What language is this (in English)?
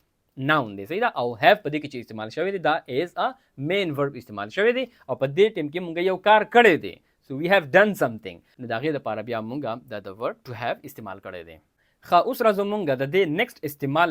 Pashto